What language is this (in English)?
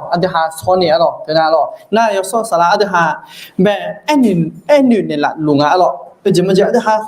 Akha